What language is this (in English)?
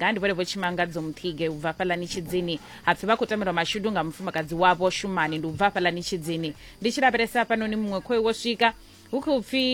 Venda